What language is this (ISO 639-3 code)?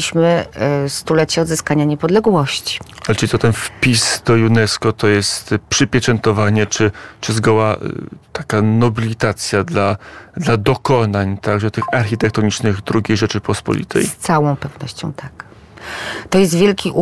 pol